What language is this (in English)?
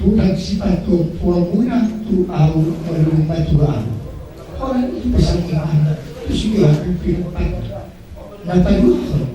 Batak Toba